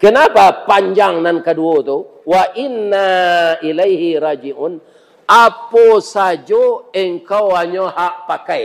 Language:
Minangkabau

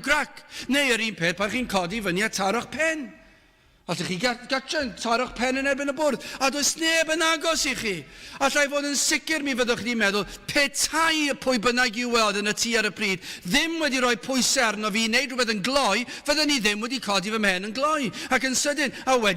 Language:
Welsh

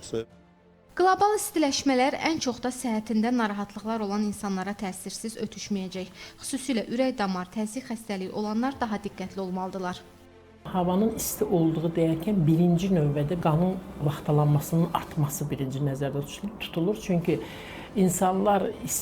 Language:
Azerbaijani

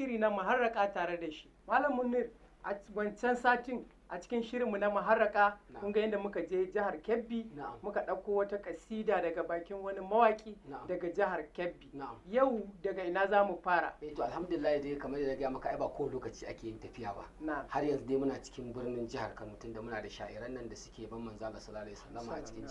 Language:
Hausa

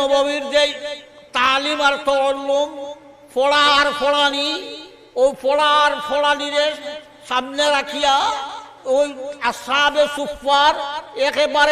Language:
Sylheti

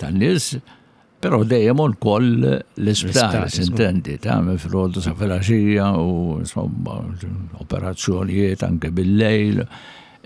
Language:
Maltese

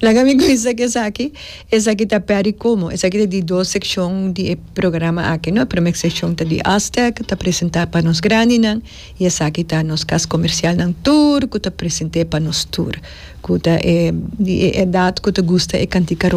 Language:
Papiamento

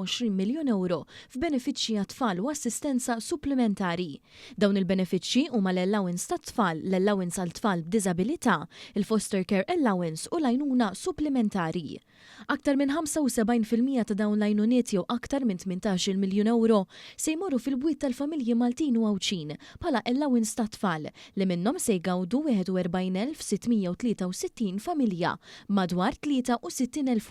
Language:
Maltese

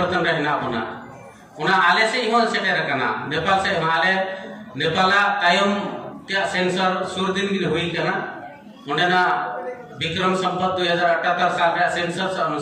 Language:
Santali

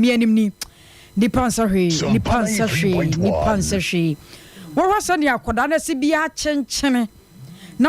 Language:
Akan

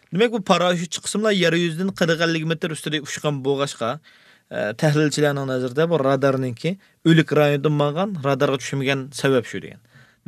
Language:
Uyghur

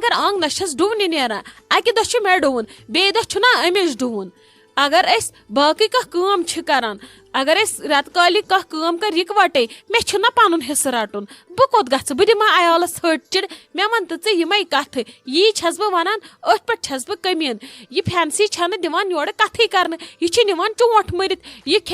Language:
Kashmiri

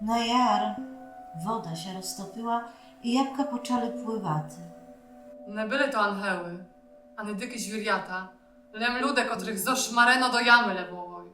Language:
Rusyn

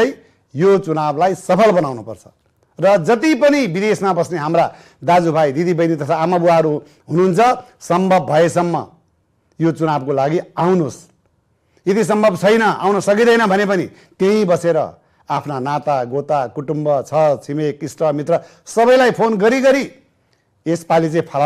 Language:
Nepali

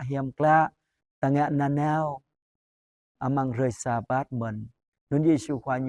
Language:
Jarai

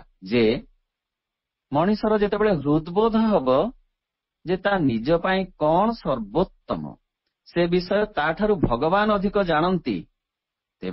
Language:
Odia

